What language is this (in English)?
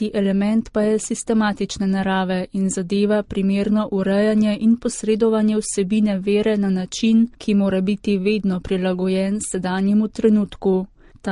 Slovenian